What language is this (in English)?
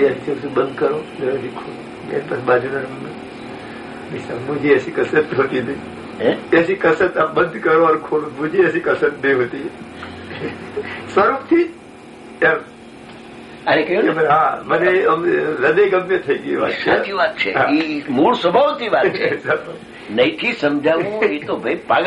Gujarati